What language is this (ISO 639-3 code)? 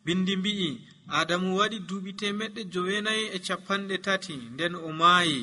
fuv